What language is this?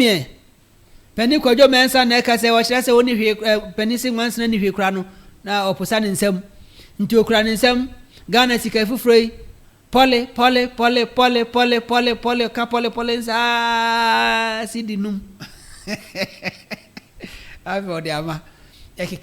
Akan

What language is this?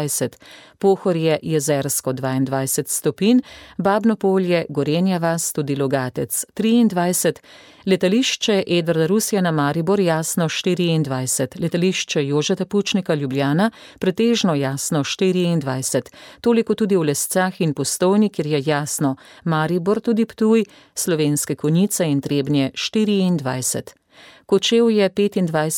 Slovenian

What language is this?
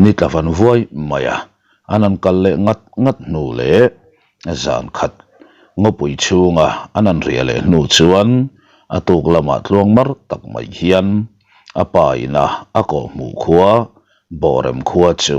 Mizo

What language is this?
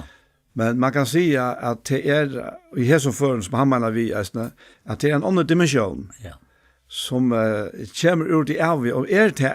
Faroese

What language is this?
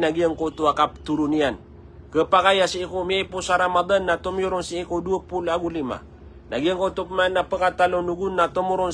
Maranao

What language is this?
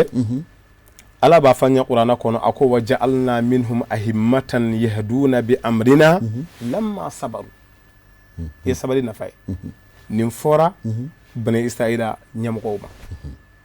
Bambara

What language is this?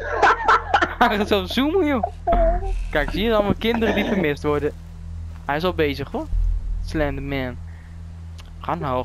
Dutch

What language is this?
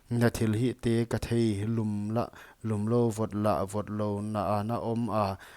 Paite Chin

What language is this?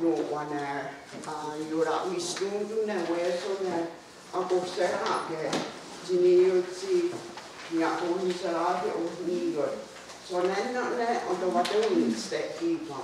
Mohawk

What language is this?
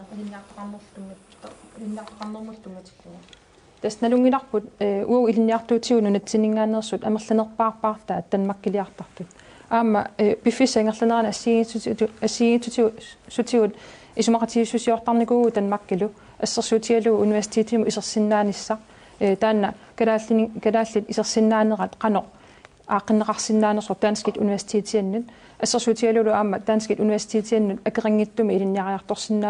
Kalaallisut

